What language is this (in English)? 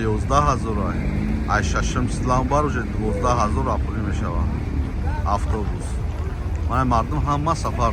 Tajik